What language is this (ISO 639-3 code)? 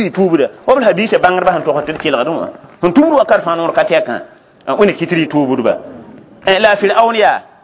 mos